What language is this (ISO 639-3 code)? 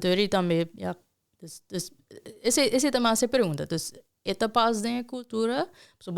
pap